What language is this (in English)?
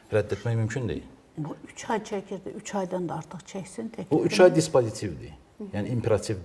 Azerbaijani